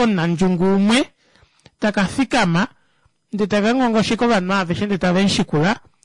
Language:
Kuanyama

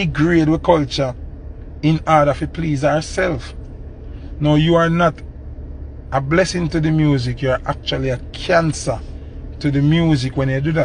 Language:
Jamaican Creole English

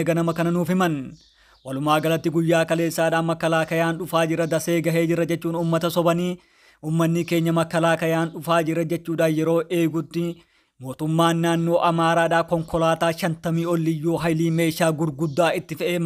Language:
Oromo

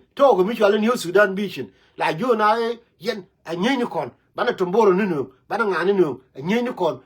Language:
Nuer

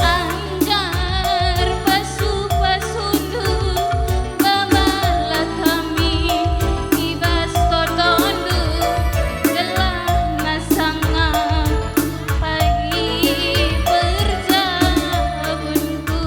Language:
Batak Karo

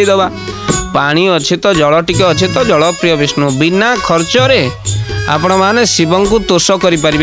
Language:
Odia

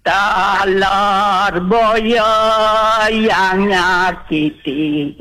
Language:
Balinese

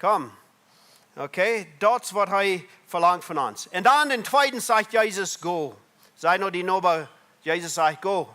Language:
Plautdietsch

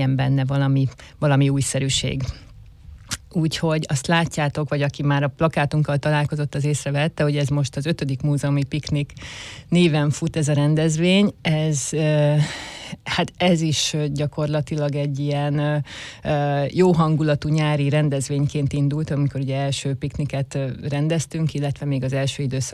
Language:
Hungarian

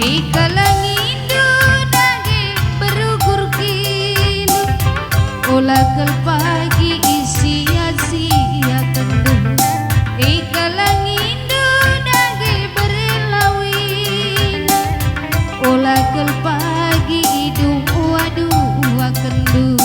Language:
Batak Karo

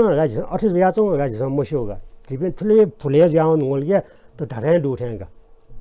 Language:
Newari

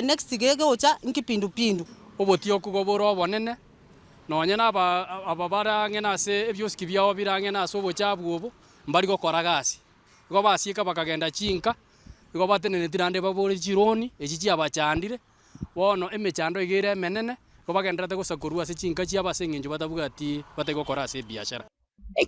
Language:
Gusii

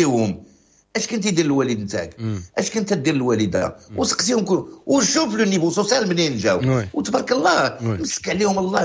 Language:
Moroccan Arabic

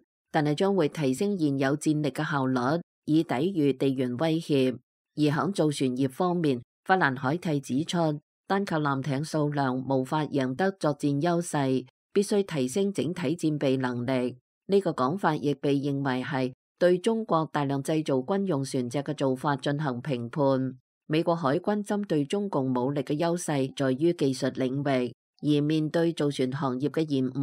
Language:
Cantonese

